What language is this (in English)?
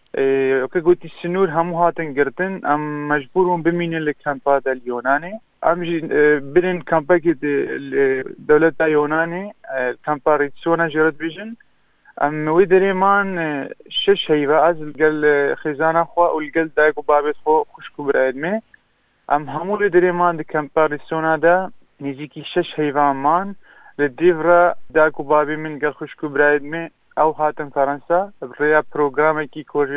Kurdish